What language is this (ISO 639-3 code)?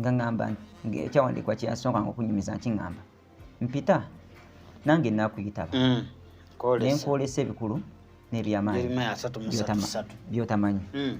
lug